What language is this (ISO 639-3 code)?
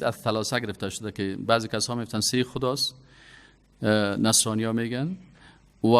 fas